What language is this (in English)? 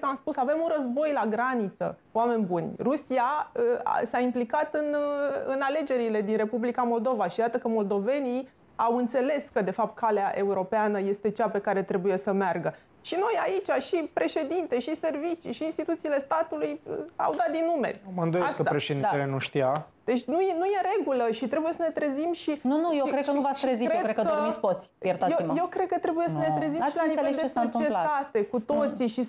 Romanian